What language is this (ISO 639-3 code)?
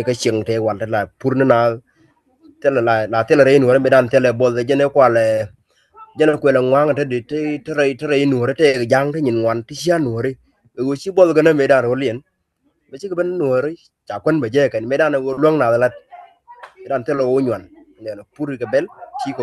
nus